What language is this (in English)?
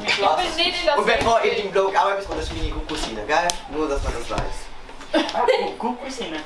Swiss German